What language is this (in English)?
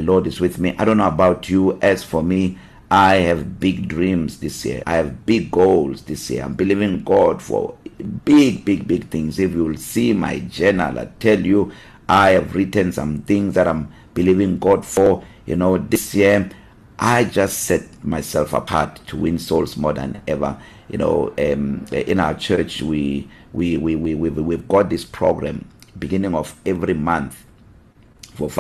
English